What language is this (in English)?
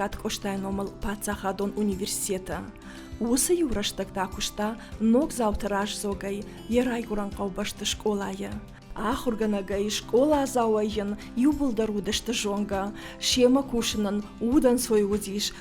Ossetic